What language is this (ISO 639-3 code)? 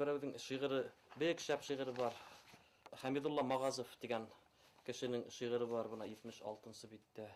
bak